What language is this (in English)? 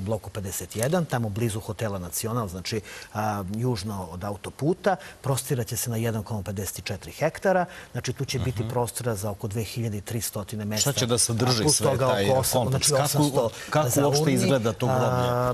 Serbian